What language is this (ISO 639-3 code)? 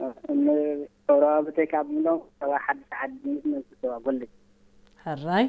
tir